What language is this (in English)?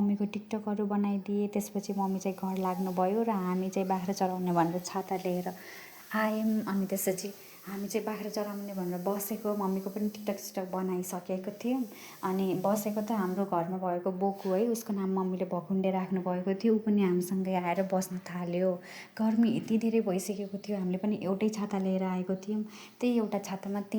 Nepali